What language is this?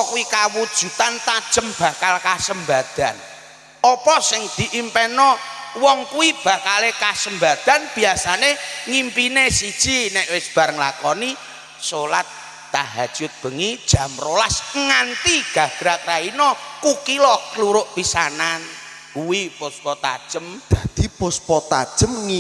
Javanese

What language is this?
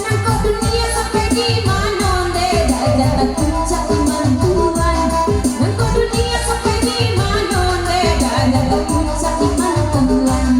Minangkabau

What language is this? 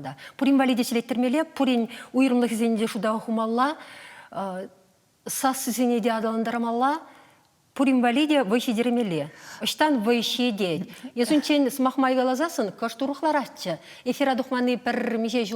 Chuvash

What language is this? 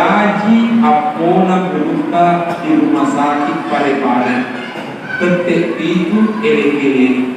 Buginese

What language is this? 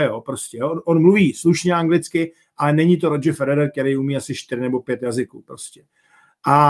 Czech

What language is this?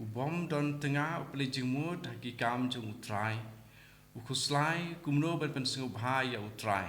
Khasi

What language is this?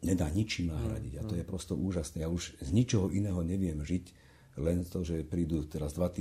Slovak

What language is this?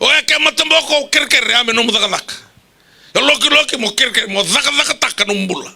Fijian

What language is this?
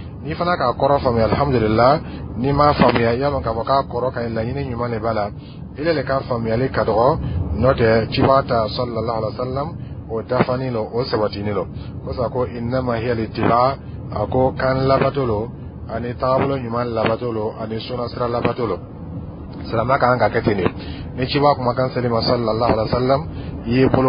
Dyula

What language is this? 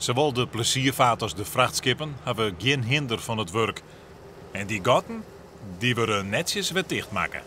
Western Frisian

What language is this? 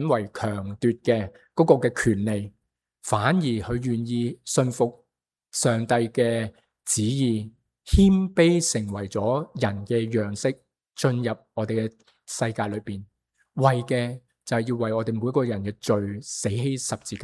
Cantonese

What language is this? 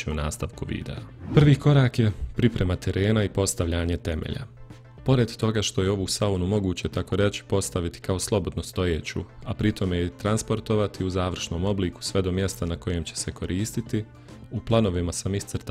Bosnian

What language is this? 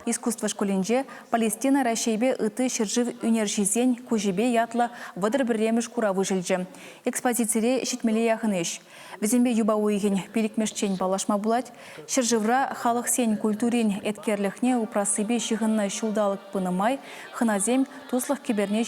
Chuvash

